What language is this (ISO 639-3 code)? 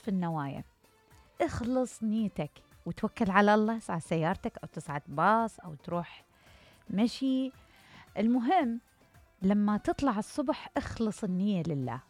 acm